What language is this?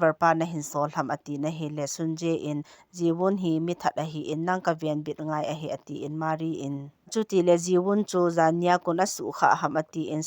Thado Chin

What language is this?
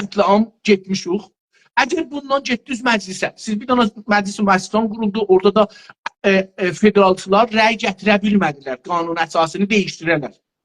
South Azerbaijani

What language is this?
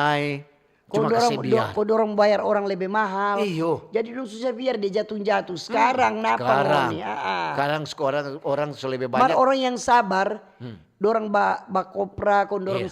Manado Malay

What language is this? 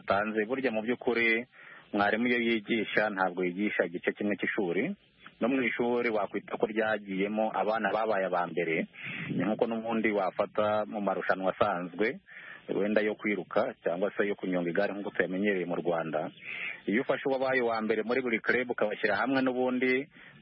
Kinyarwanda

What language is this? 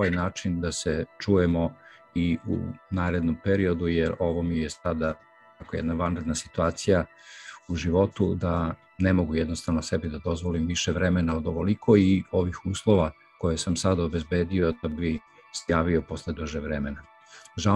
Serbian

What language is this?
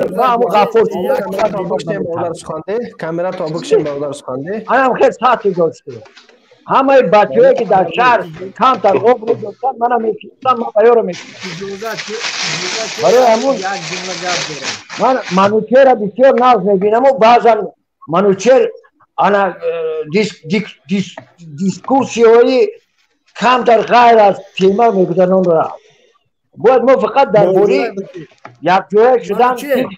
Tajik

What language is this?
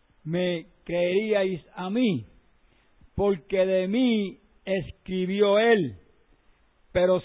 Spanish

